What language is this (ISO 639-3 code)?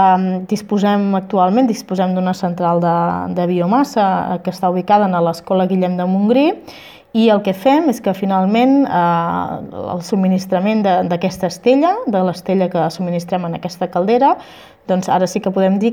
cat